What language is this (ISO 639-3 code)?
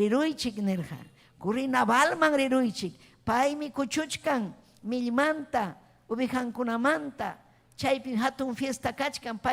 quy